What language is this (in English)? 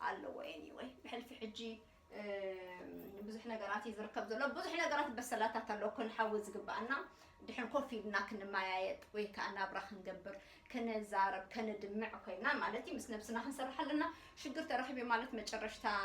Tigrinya